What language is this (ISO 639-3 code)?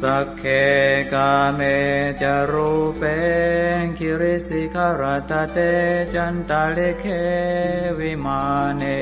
pli